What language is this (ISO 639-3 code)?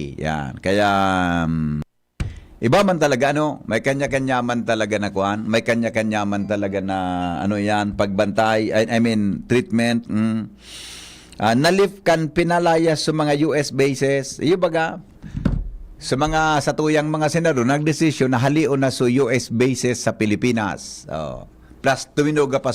bik